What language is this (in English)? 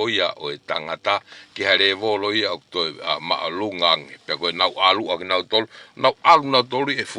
Tongan